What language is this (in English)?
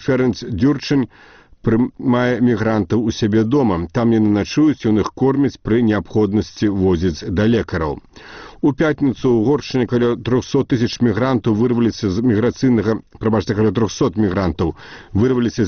Belarusian